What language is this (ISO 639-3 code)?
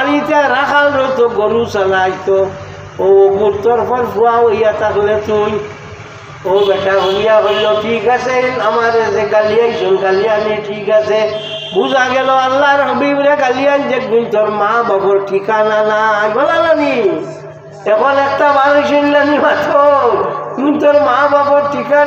syl